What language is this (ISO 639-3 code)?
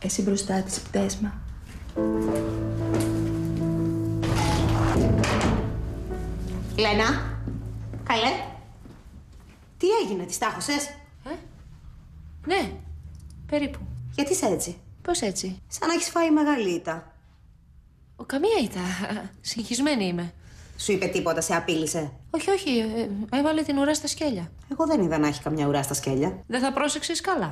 ell